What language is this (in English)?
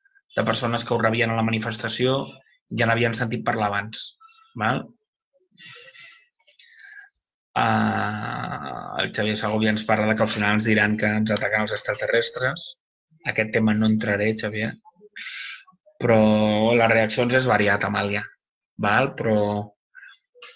Catalan